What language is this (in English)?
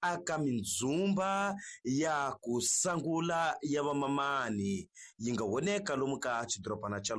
Tsonga